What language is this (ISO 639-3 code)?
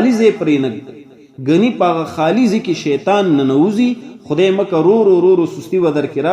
pus